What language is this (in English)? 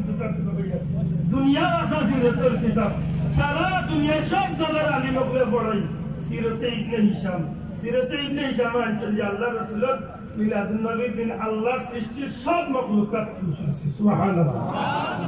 Sylheti